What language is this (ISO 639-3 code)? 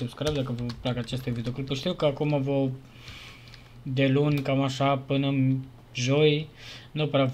ron